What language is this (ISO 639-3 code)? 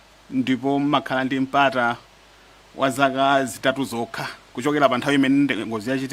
nya